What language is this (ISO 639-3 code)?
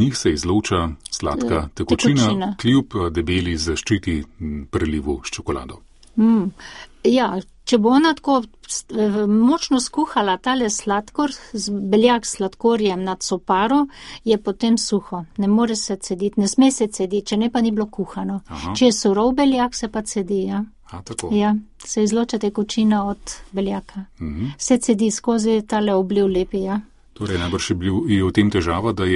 slv